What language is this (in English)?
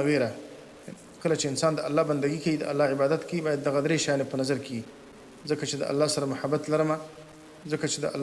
Pashto